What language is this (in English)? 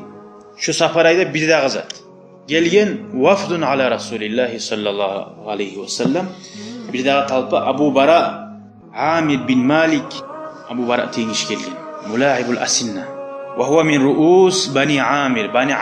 Kumyk